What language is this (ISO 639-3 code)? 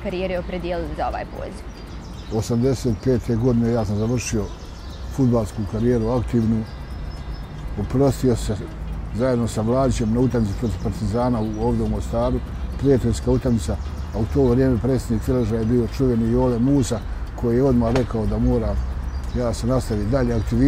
bos